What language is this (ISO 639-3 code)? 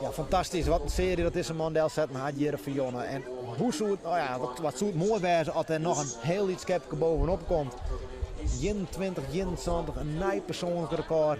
fry